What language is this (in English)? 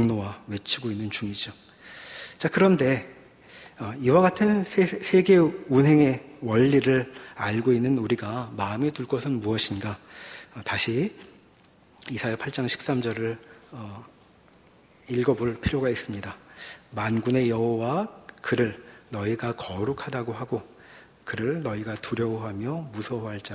Korean